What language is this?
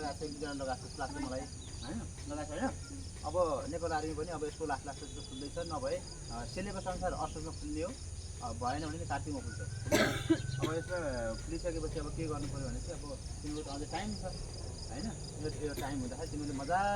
Nepali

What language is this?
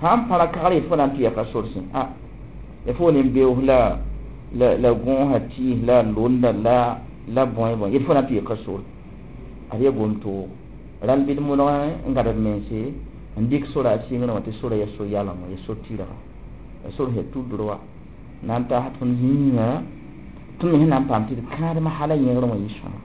Mossi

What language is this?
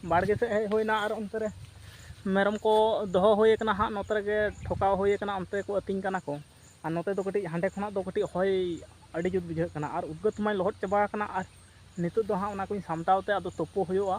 Santali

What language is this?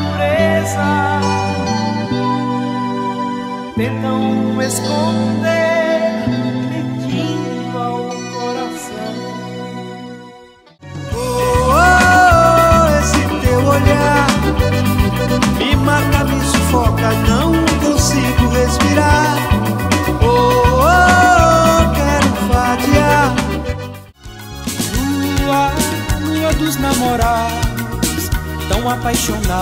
Portuguese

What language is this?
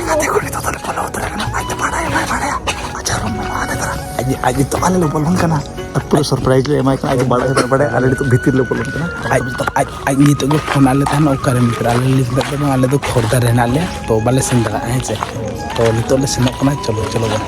Santali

